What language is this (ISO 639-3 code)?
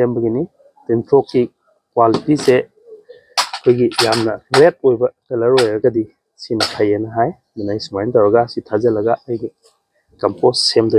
mni